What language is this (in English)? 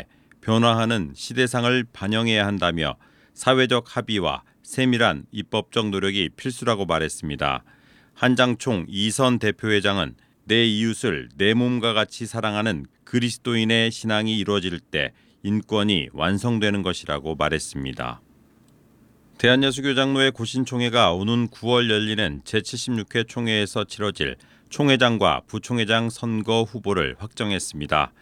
Korean